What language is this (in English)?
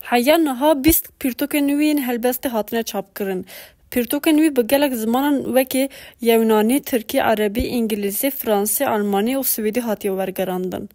Kurdish